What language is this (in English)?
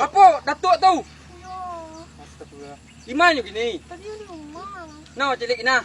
Minangkabau